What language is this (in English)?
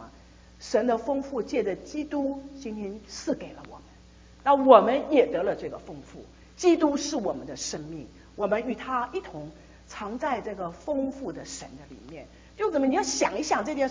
Chinese